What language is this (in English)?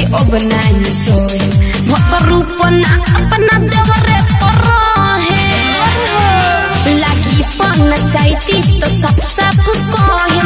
Bhojpuri